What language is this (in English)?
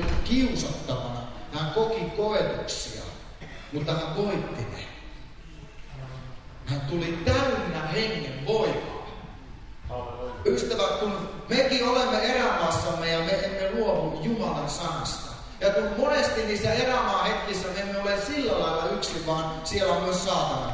Finnish